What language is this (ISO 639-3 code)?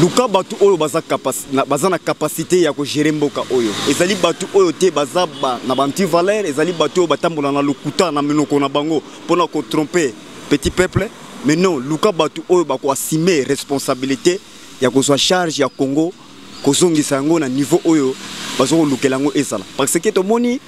lin